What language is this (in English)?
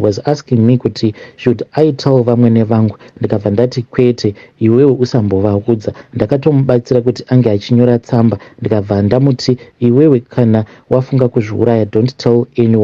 Shona